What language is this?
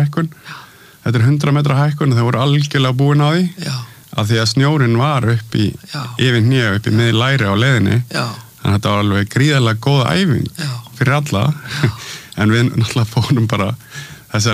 Icelandic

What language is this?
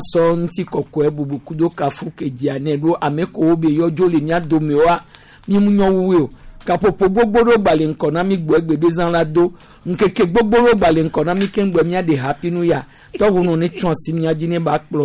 Gen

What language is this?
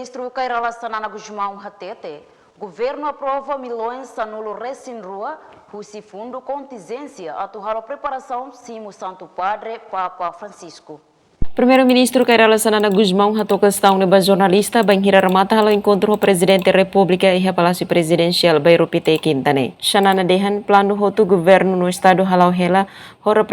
Tetum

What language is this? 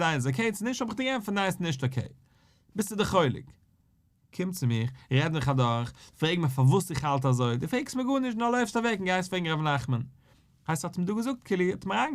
Yiddish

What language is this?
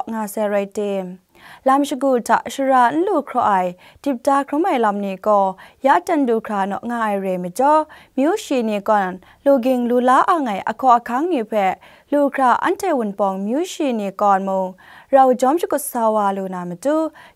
Kachin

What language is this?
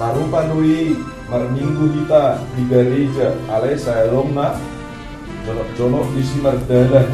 Batak Toba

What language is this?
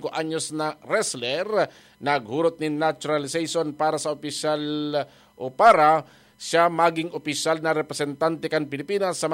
Bikol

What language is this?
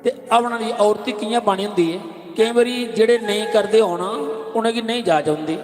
Dogri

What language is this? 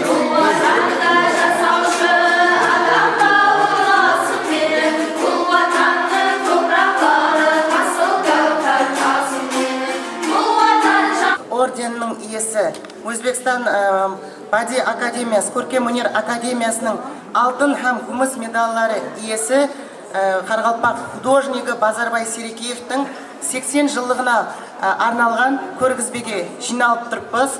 Kara-Kalpak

